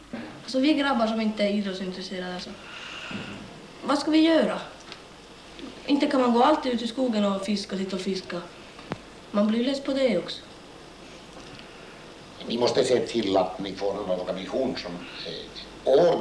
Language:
Swedish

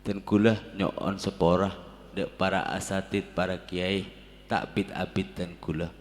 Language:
Madurese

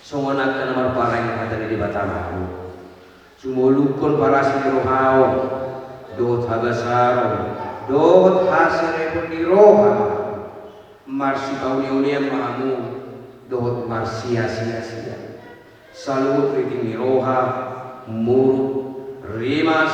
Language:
Batak Toba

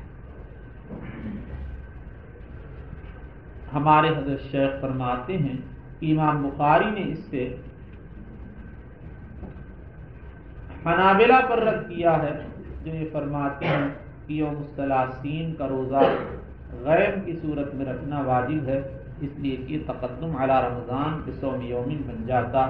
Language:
Urdu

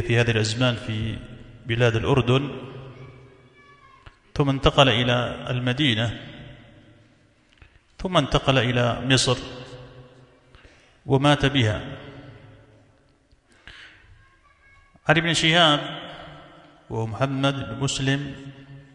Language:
Arabic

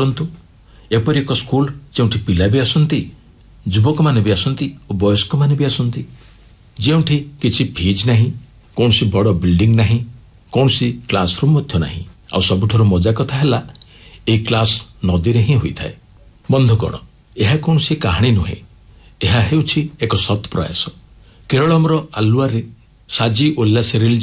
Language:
Odia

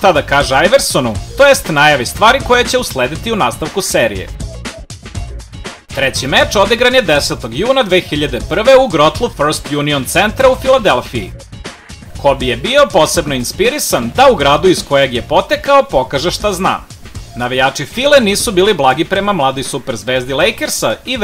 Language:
Serbian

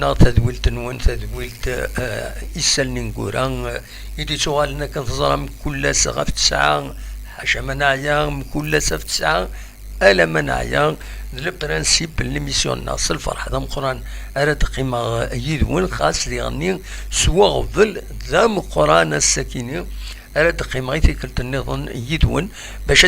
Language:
Kabyle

